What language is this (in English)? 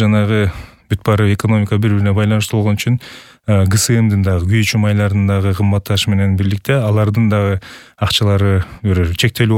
Kyrgyz